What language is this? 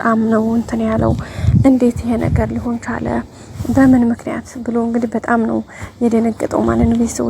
Amharic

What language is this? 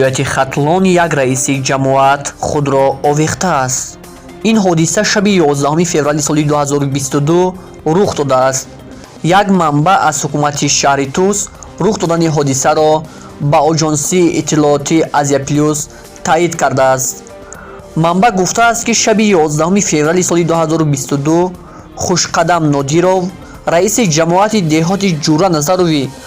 Tajik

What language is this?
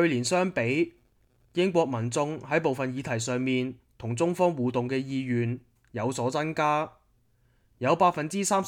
Cantonese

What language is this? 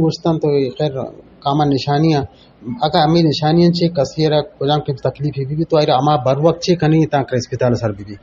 Eastern Balochi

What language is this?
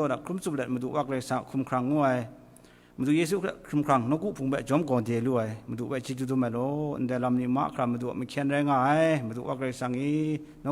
Kachin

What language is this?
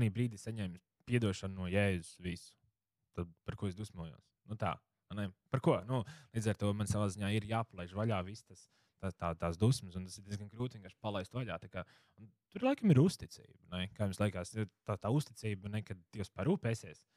Latvian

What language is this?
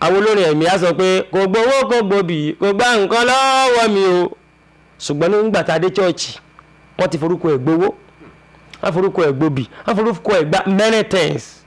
Yoruba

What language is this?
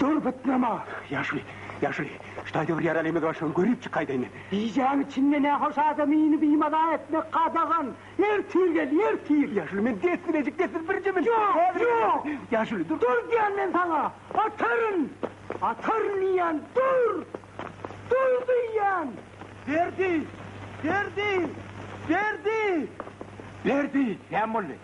Turkmen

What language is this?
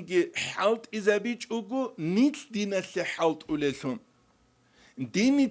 Avaric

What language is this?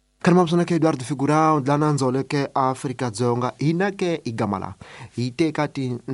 Tsonga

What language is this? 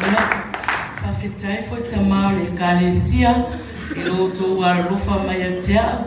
Samoan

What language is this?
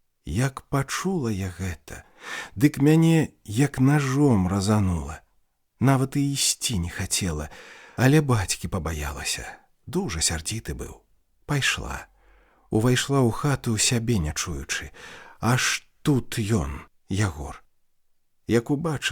Belarusian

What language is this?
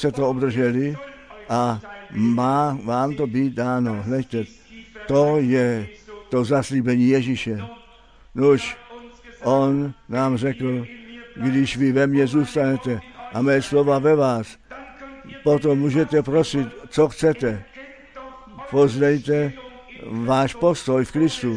Czech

